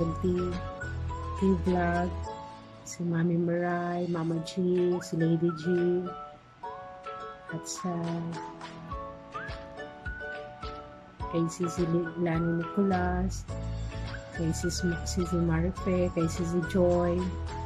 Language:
Filipino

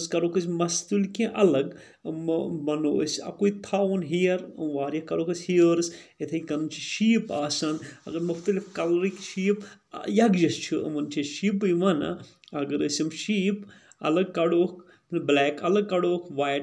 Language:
Kashmiri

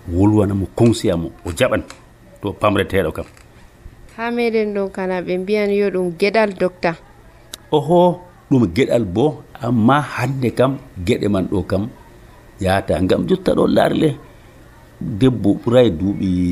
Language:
Nigerian Fulfulde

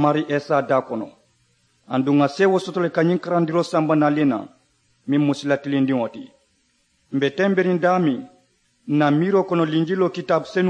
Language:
Mandingo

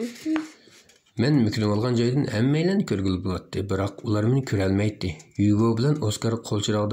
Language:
Uyghur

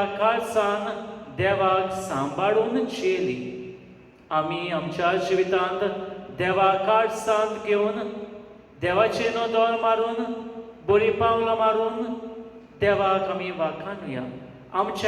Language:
Konkani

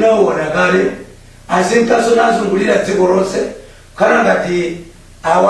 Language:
Nyanja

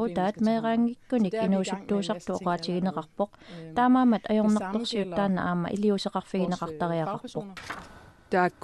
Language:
Kalaallisut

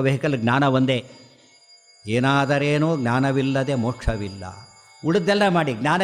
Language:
Kannada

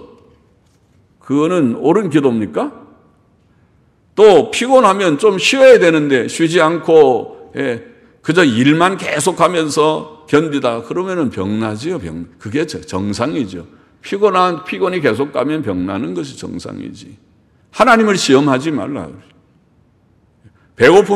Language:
Korean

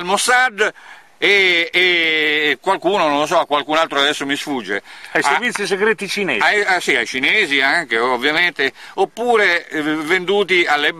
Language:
Italian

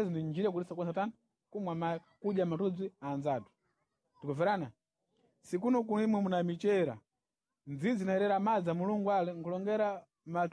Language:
Sena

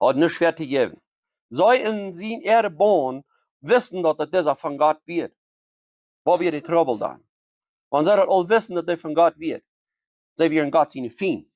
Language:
Plautdietsch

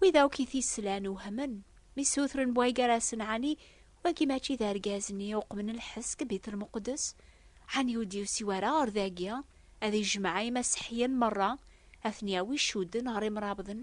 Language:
Kabyle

